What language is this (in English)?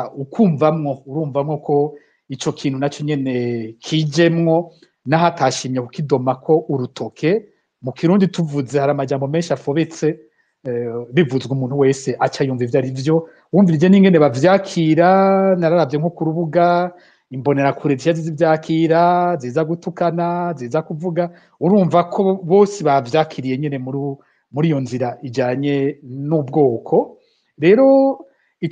Rundi